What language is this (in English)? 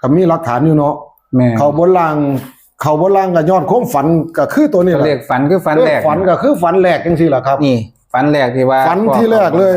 Northeastern Thai